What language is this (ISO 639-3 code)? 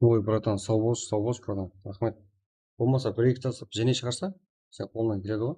kaa